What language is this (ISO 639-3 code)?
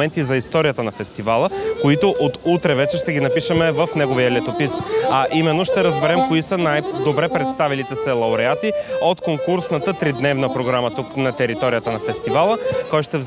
bul